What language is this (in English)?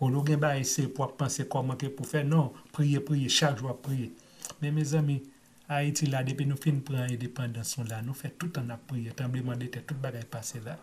Haitian Creole